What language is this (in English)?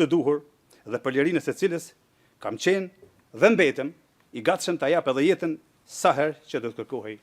Albanian